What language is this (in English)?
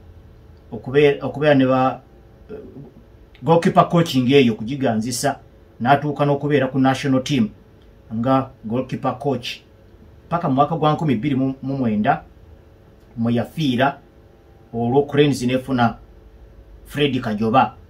Ganda